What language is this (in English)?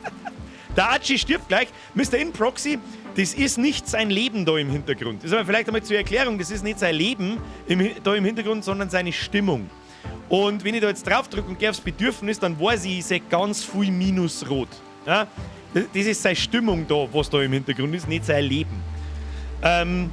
Bavarian